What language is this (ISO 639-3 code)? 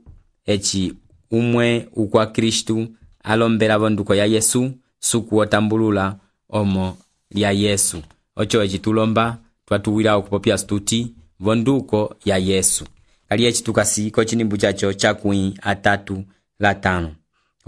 umb